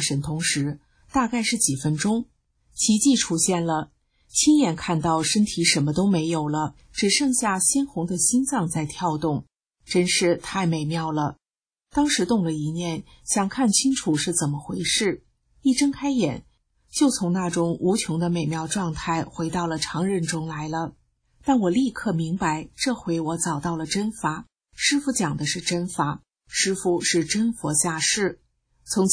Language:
Chinese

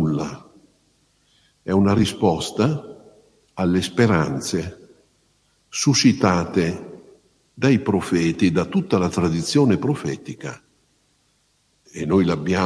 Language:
Italian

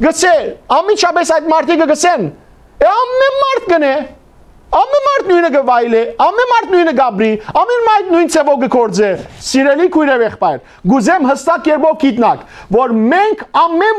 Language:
Western Armenian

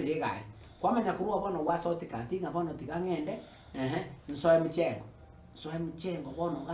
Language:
Gusii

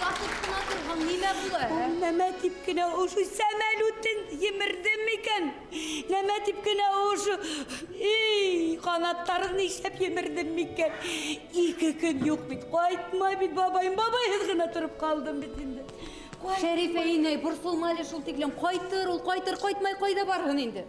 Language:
Bashkir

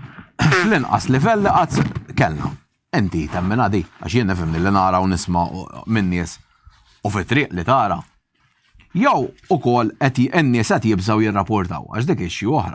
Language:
Maltese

